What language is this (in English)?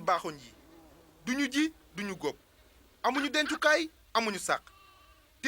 Wolof